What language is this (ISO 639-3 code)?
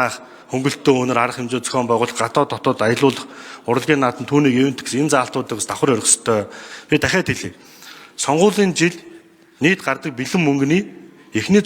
mon